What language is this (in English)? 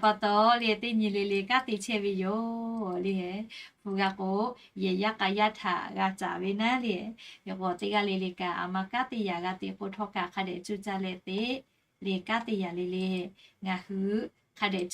Lahu